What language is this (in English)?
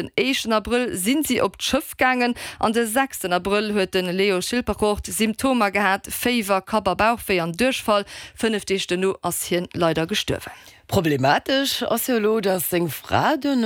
Luxembourgish